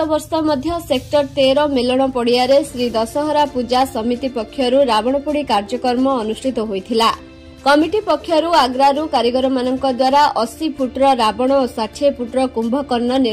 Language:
Odia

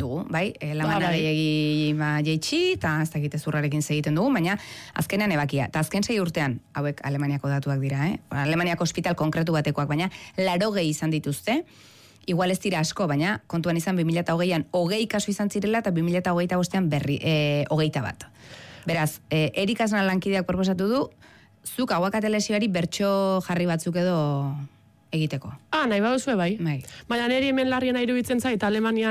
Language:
Basque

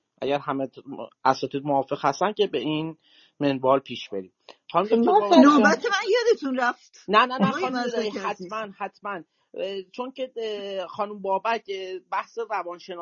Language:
Persian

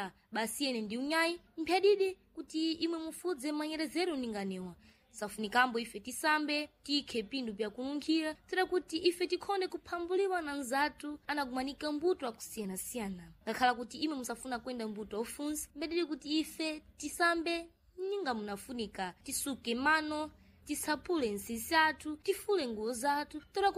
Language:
Sena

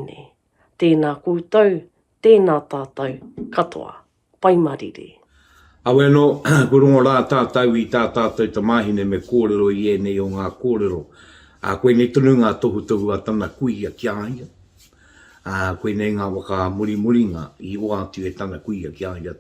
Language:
Māori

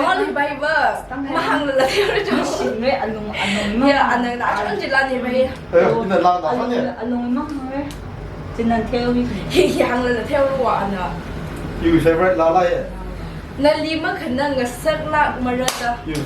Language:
Tangkhul Naga (India)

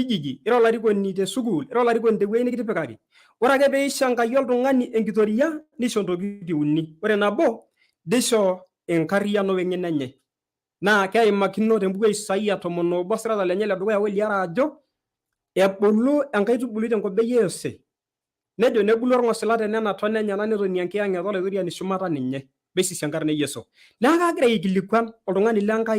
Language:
Masai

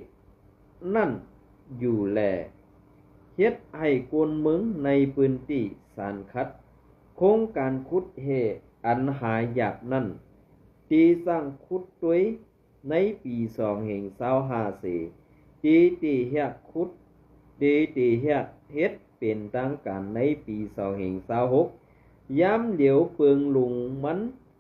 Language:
Shan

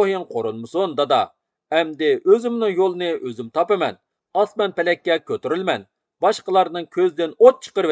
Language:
Uyghur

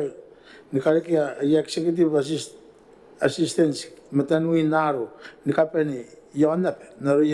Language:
Gilbertese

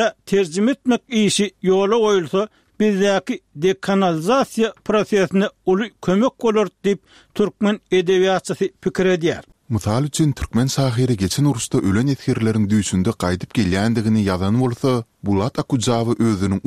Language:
Turkmen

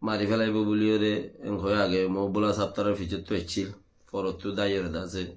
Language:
Rohingya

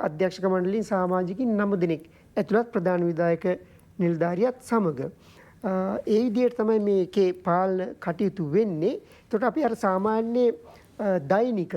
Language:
Sinhala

